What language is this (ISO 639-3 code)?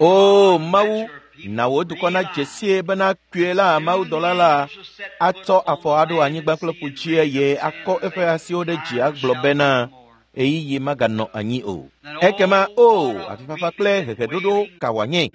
ewe